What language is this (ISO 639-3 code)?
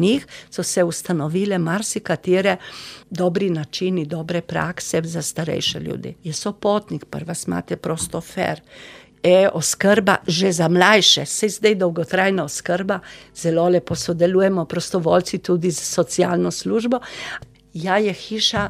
slv